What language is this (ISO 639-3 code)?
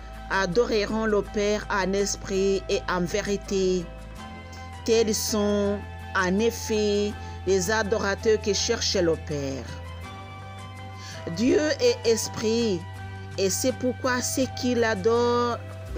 fra